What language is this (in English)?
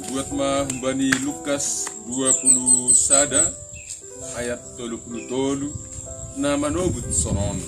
Batak Simalungun